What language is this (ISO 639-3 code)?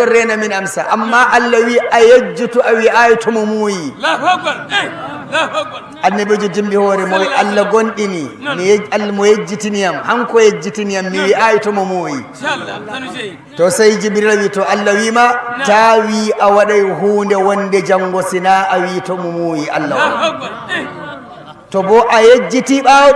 ful